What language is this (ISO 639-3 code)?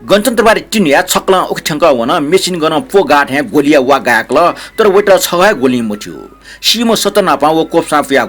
new